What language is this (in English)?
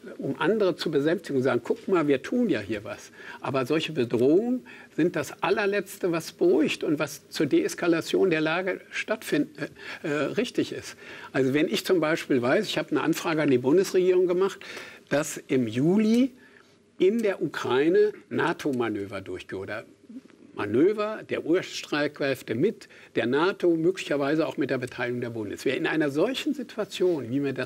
German